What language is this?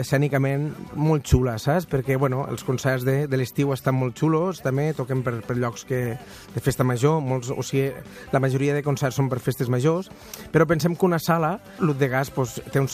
Catalan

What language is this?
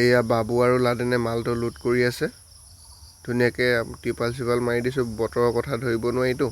Assamese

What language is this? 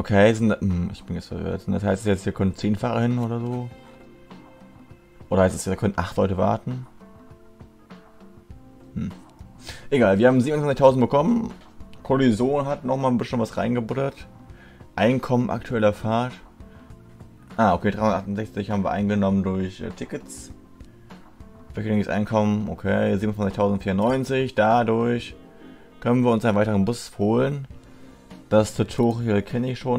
German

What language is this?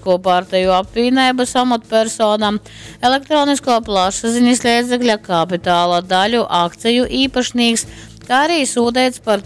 Latgalian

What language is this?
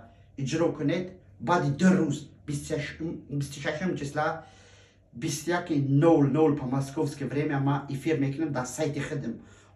Tajik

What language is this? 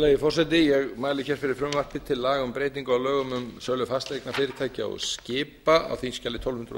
Icelandic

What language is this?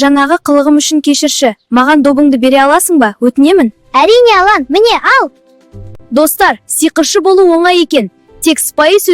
Kazakh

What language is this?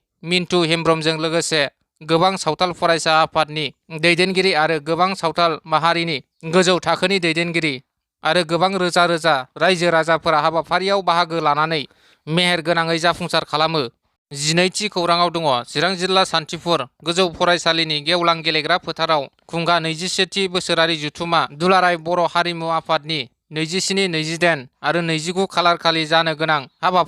Bodo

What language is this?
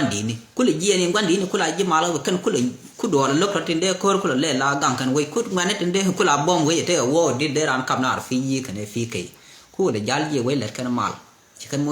Nuer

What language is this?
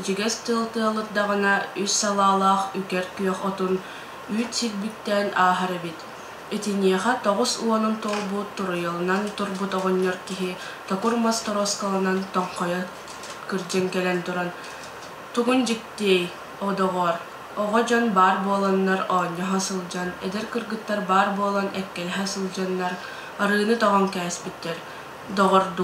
Yakut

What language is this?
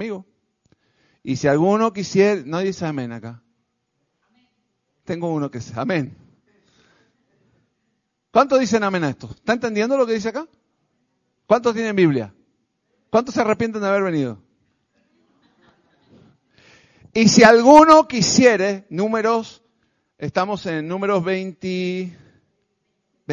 Spanish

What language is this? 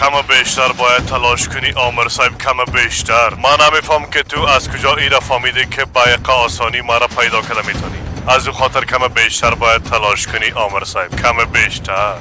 Persian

